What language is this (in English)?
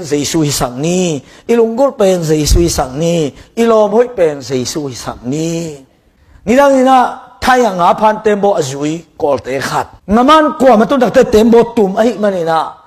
Tedim Chin